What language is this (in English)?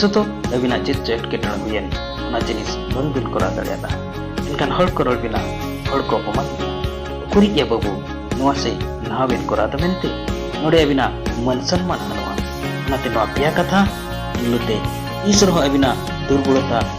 Santali